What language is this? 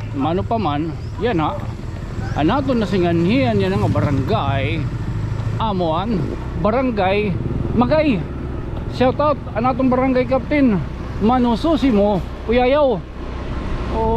Waray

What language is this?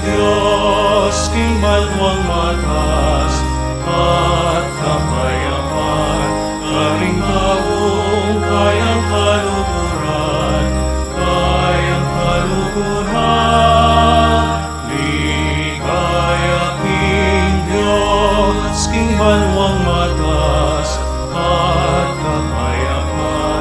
Pampanga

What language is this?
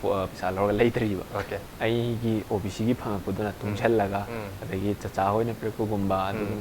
Manipuri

